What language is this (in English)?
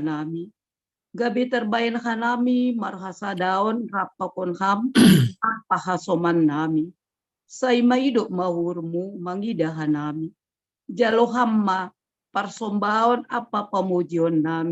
Batak Simalungun